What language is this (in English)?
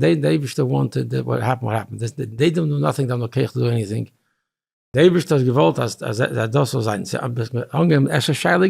Yiddish